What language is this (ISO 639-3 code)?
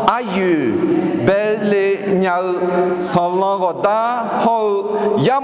ahk